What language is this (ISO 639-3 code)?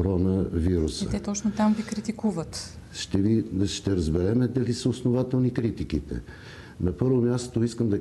bul